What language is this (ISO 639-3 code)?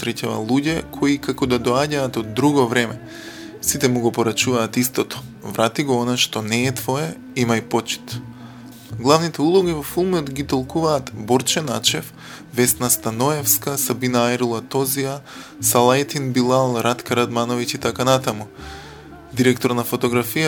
mkd